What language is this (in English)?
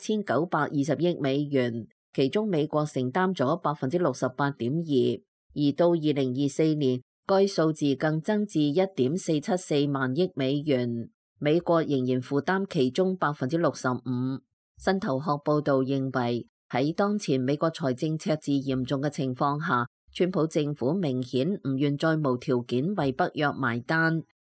Cantonese